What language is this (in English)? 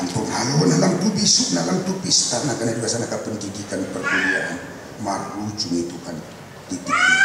Batak Toba